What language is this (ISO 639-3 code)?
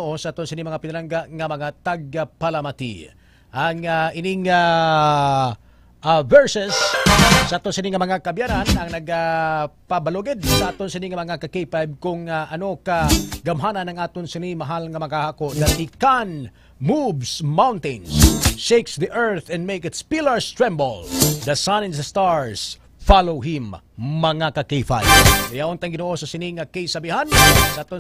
hil